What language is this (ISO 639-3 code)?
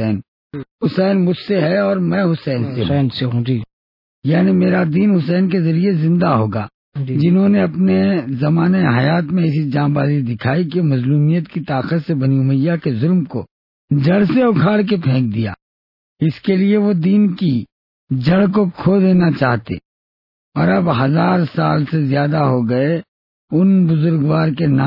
urd